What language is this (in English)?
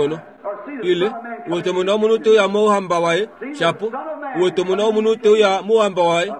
Kuanyama